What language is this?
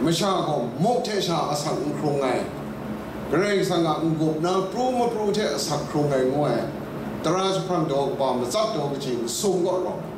Kachin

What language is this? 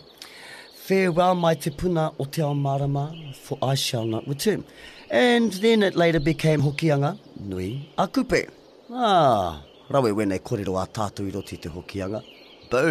Māori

